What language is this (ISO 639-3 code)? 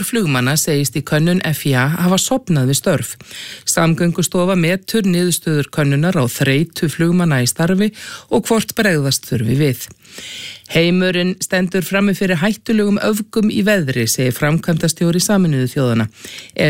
isl